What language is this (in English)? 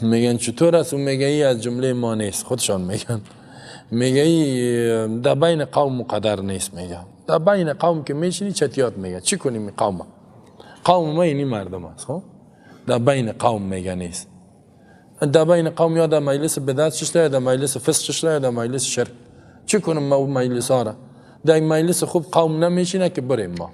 Persian